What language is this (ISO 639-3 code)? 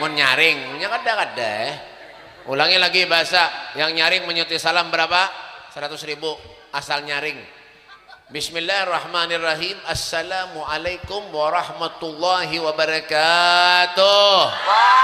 bjn